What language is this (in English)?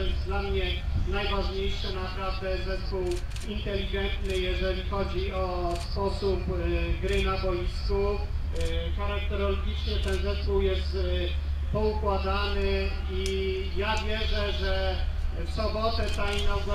Polish